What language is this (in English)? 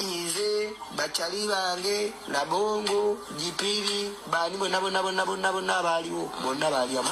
Ganda